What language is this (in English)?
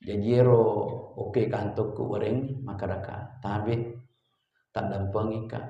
Buginese